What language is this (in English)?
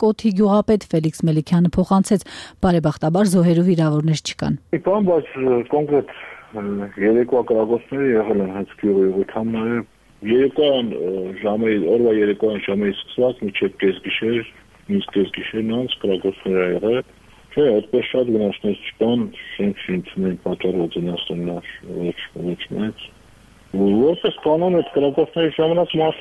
Armenian